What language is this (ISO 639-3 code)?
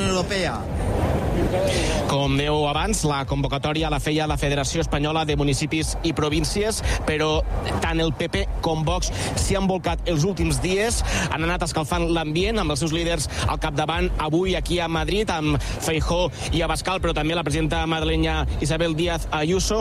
cat